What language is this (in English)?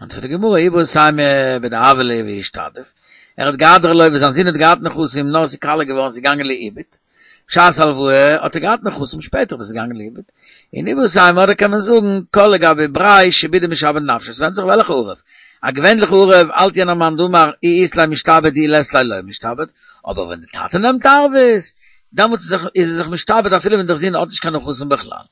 Yiddish